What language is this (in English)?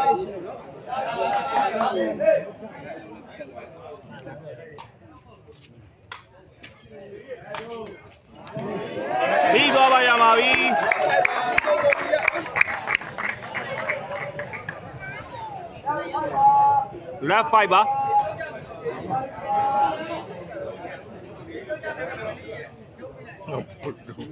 Burmese